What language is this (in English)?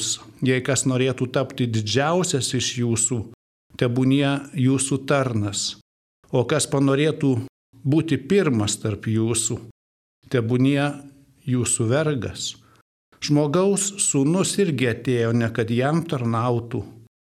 Lithuanian